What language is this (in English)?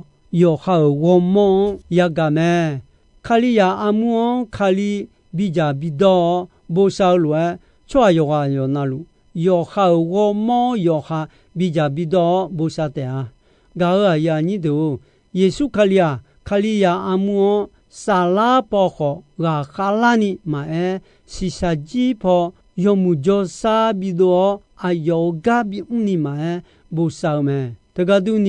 Akha